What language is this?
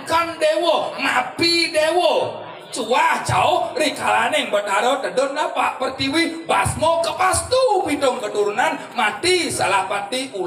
Balinese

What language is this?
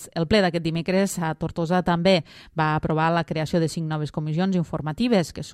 Catalan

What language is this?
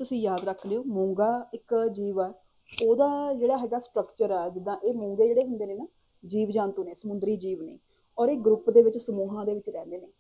Punjabi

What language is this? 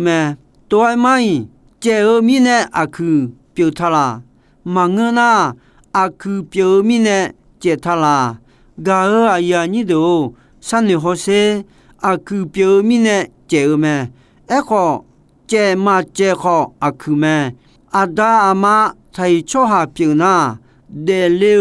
Akha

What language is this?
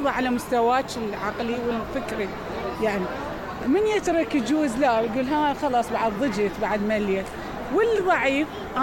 Mesopotamian Arabic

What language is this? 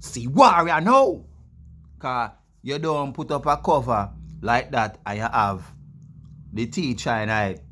Jamaican Creole English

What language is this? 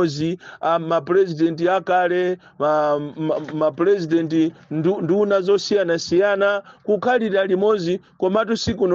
Nyanja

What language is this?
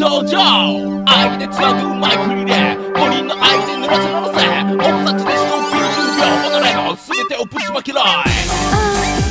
Japanese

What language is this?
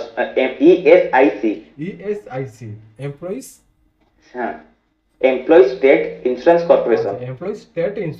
Odia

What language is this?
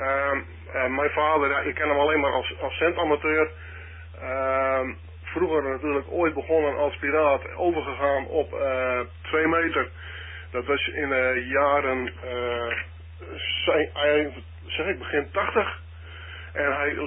Dutch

